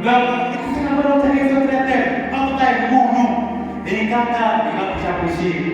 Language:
Tsonga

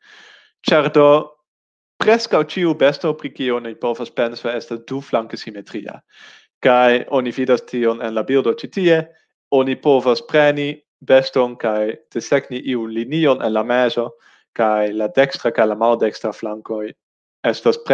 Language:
Esperanto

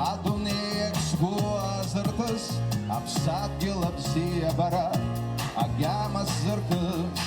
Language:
Abkhazian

